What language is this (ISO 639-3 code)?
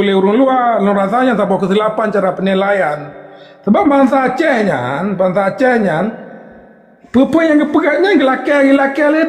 ace